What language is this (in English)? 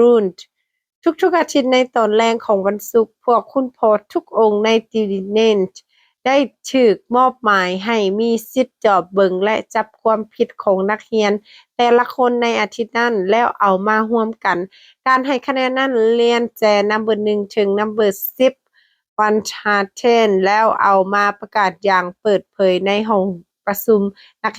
Lao